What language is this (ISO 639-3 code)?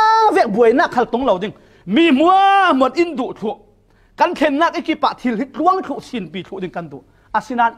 cfm